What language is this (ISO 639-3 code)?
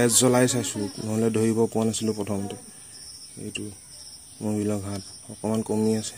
asm